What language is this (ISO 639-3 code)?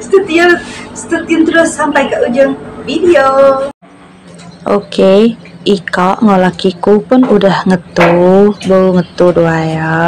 iba